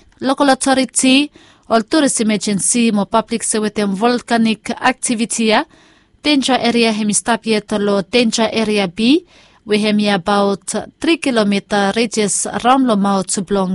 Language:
Bislama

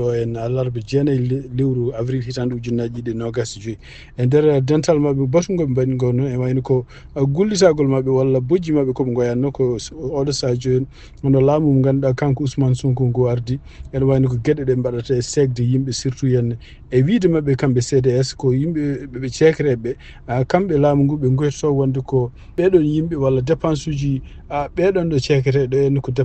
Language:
Fula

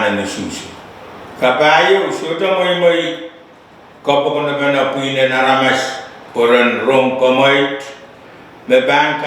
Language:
Pohnpeian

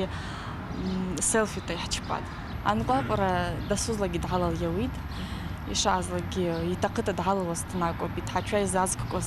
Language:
Abkhazian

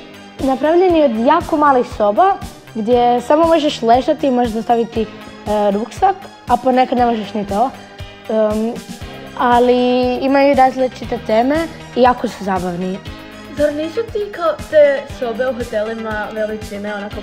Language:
Croatian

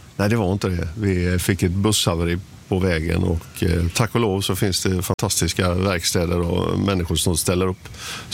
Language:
Swedish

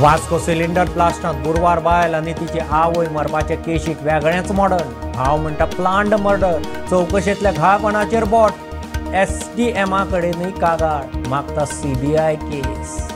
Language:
Konkani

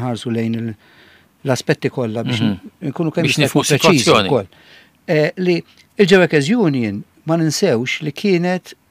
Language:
Maltese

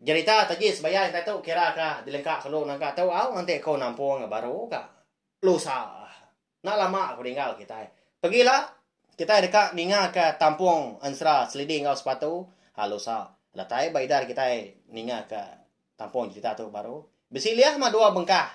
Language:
Iban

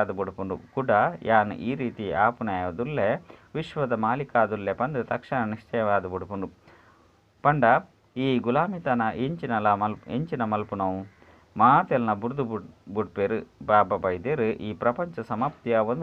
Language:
Tulu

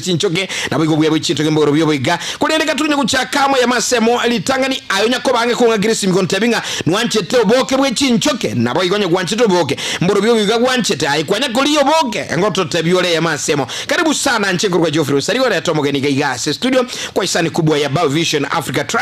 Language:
Gusii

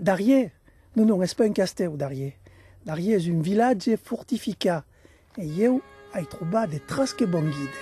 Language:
Occitan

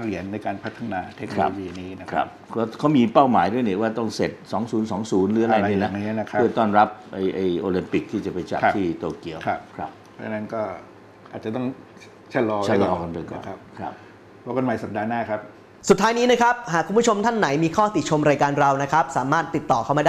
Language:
Thai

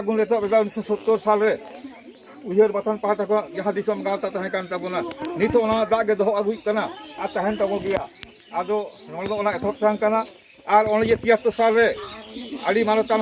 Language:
Santali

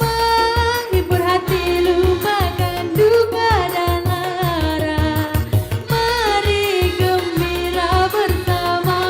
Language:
Musi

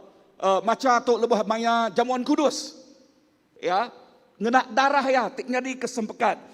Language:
Iban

